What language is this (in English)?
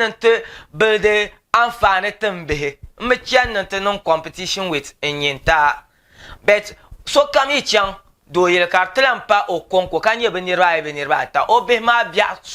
Dagbani